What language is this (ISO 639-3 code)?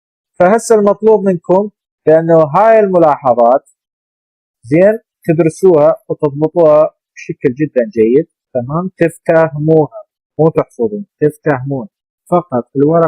acm